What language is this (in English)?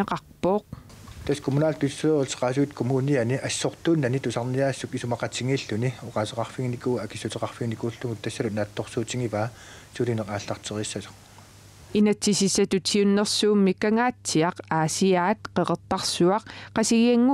Kalaallisut